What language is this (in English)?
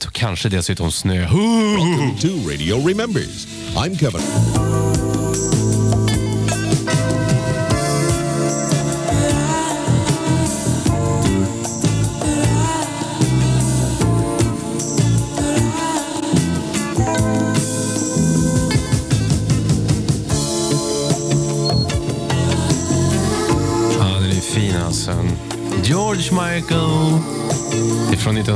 Swedish